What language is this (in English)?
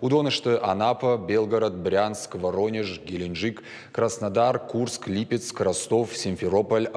Ossetic